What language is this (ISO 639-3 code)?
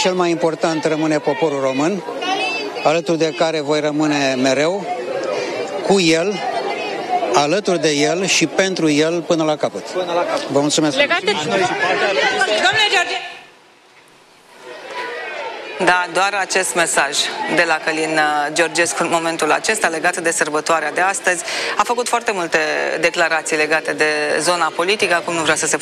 ron